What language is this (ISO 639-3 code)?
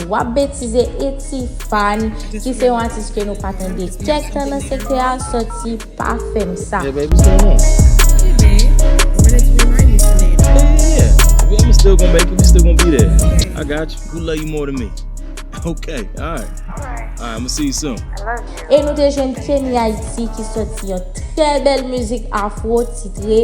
hat